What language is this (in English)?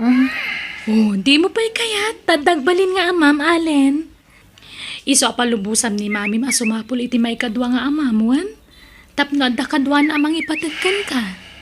Iloko